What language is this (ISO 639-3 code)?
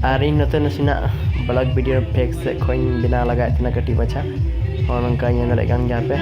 sat